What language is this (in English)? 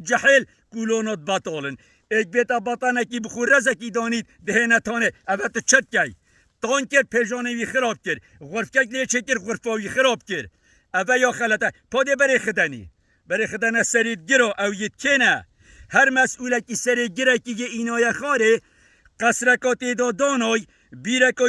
Kurdish